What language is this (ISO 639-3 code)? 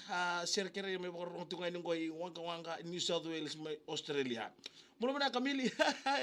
fij